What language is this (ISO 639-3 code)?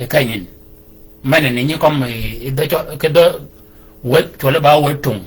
shk